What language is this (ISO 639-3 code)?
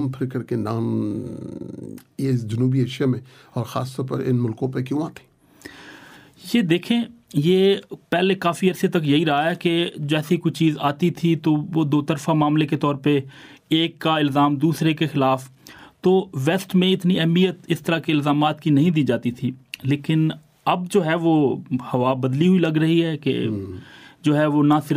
urd